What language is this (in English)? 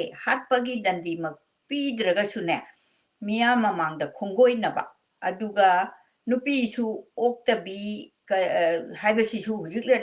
Manipuri